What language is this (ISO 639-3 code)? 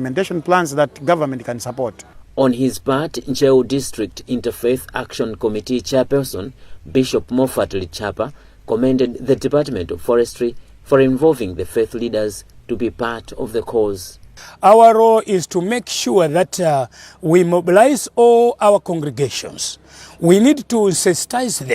eng